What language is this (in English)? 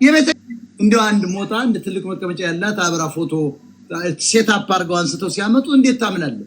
Amharic